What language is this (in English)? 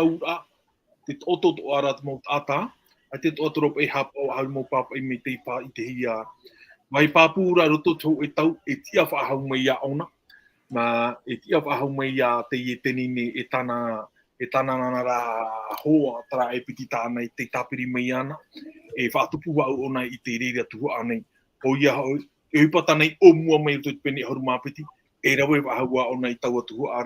Tahitian